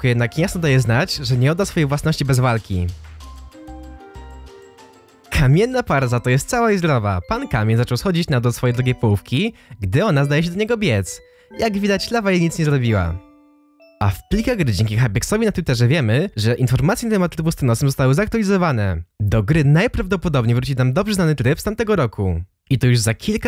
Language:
Polish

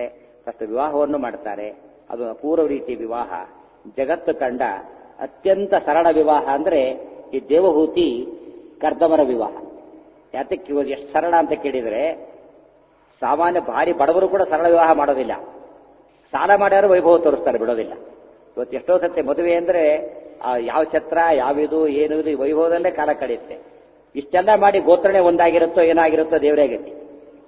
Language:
Kannada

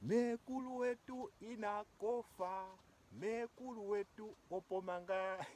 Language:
Ndonga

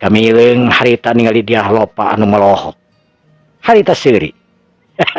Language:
Sundanese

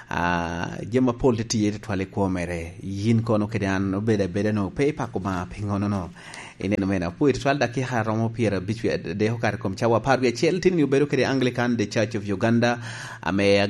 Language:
Lango (Uganda)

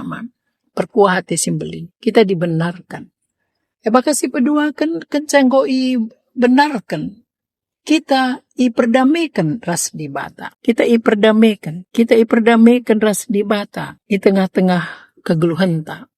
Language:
Batak Karo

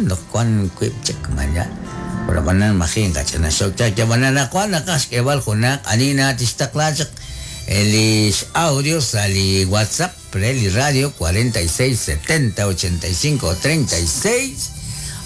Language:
Kekchí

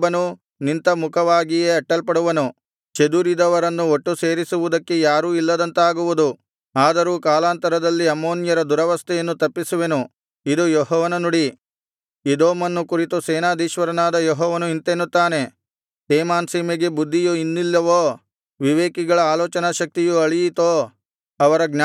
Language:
Kannada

